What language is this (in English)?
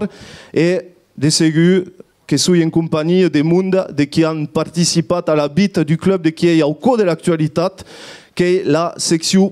Occitan